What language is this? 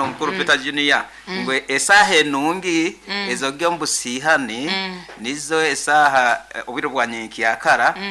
Nyoro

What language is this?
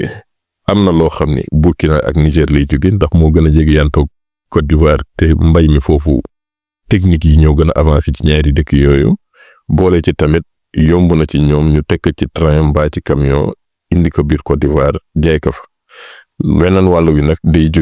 Wolof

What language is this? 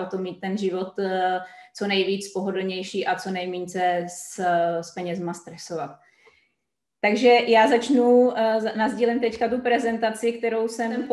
Czech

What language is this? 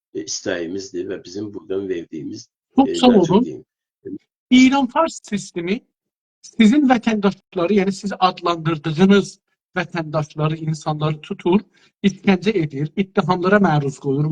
South Azerbaijani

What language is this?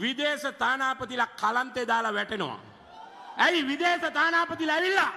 Sinhala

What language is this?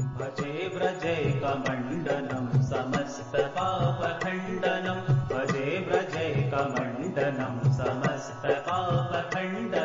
Sanskrit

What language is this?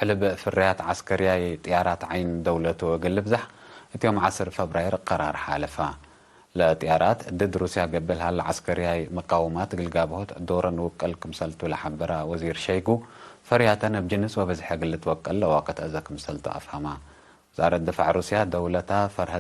Tigre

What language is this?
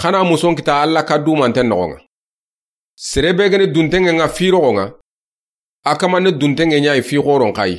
Soninke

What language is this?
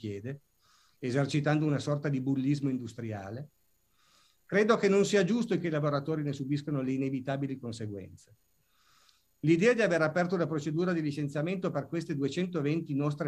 Italian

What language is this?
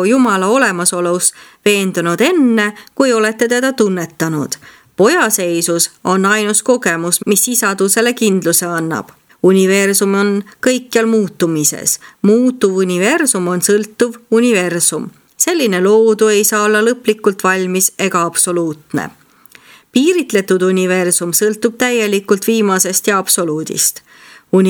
Estonian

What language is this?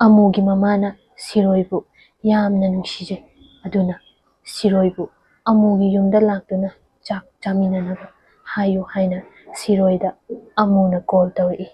Manipuri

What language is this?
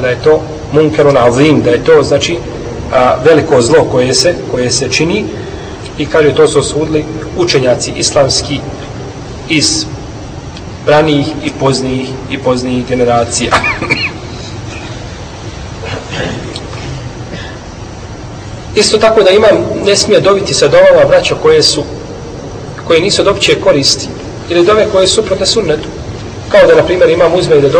Bosnian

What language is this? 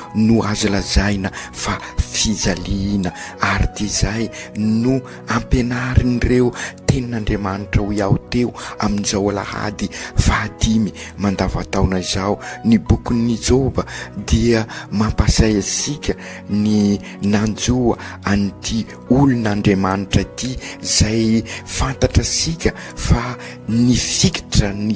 Malagasy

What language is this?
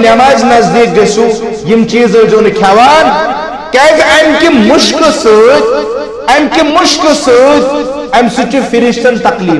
Kashmiri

